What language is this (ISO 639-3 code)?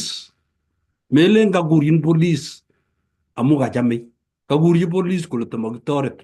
kln